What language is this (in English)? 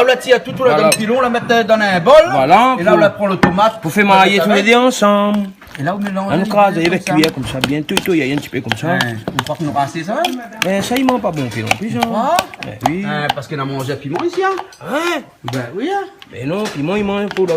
Réunion Creole French